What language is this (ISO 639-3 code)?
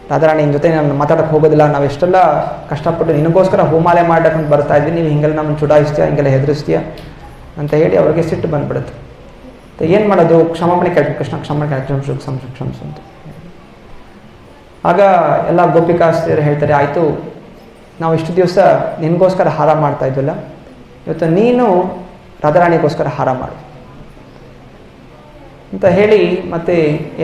kan